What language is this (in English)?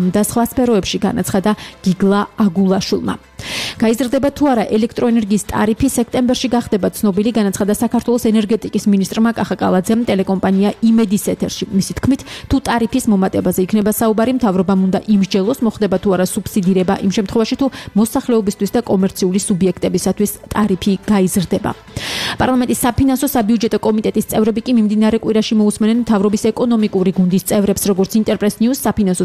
Georgian